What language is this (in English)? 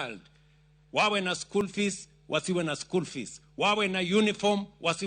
Luo (Kenya and Tanzania)